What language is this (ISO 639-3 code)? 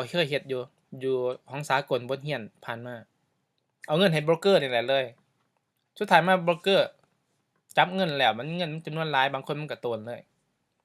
lao